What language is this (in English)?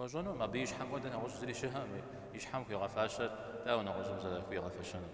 Kabardian